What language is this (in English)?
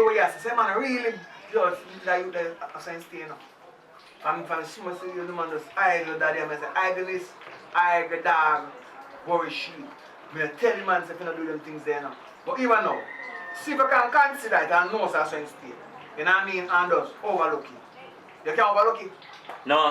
Jamaican Creole English